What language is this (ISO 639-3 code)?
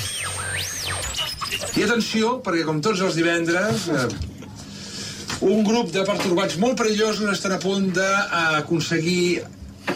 cat